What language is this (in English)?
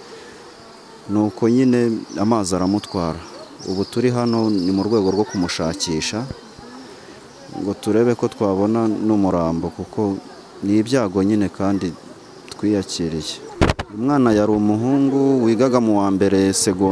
Kinyarwanda